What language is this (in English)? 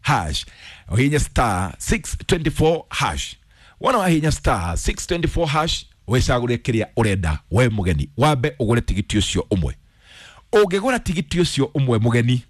Kikuyu